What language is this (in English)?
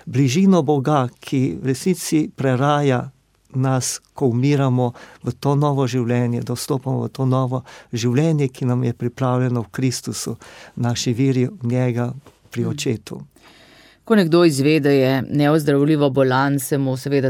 Slovenian